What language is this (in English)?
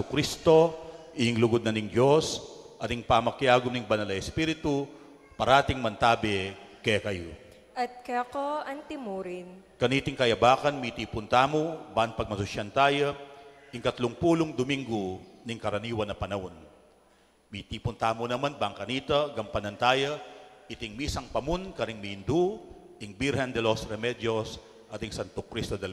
Pampanga